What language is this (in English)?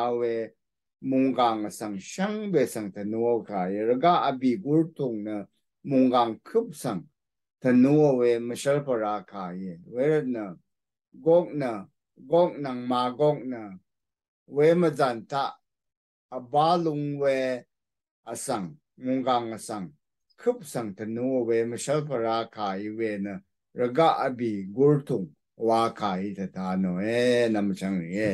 Rawang